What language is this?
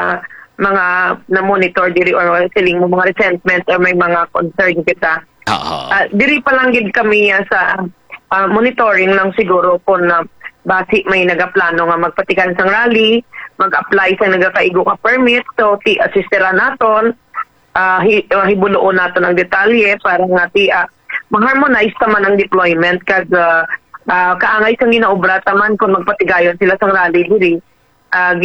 Hiligaynon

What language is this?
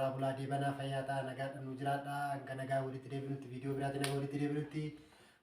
Oromo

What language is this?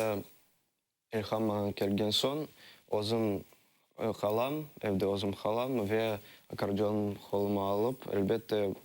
Crimean Tatar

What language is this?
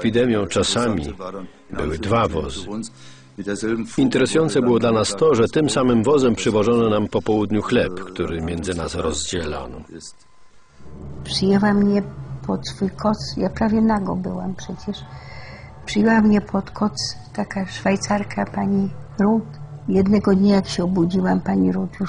Polish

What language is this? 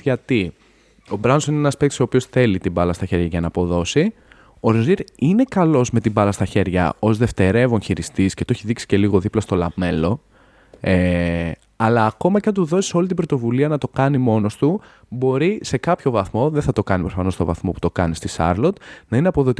Greek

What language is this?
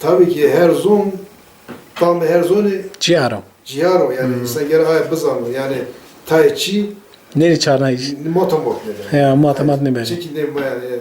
Zaza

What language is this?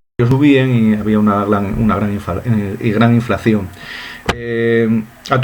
Asturian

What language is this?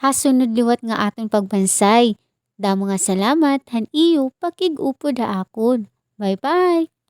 Waray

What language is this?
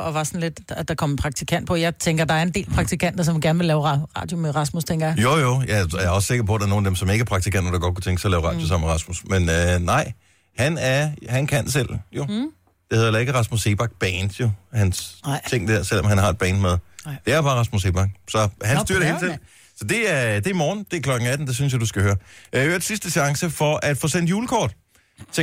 Danish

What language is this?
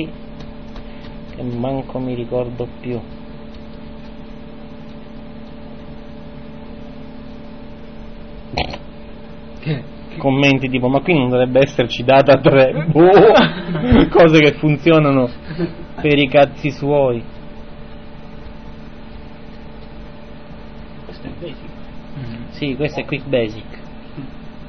Italian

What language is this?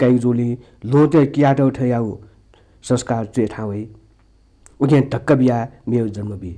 Newari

